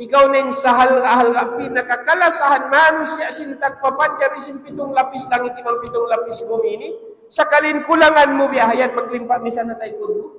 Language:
Tausug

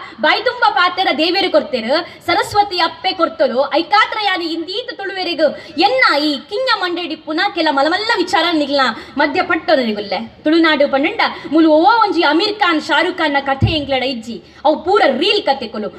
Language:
Tulu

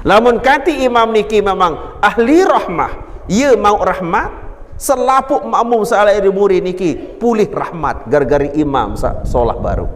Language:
Sasak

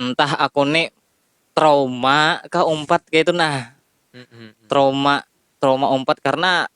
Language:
Banjar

